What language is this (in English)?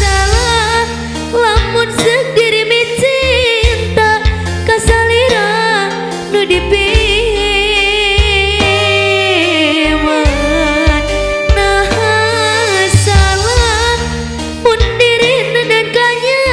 Sundanese